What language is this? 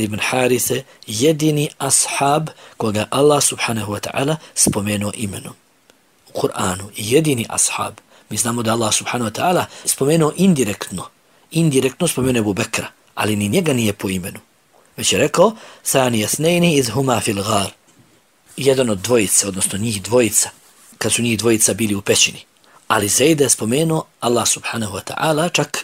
Bosnian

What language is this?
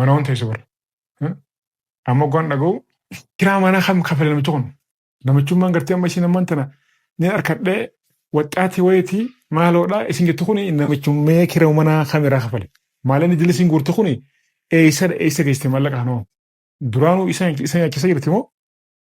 Oromo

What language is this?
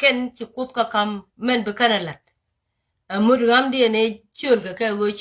Nuer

